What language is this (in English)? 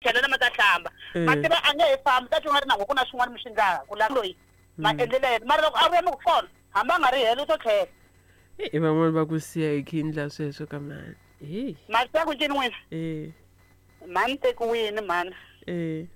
Tsonga